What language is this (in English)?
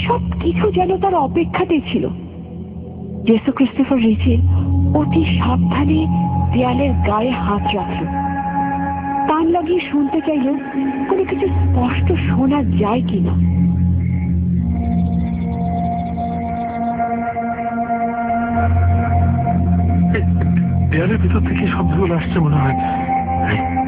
Bangla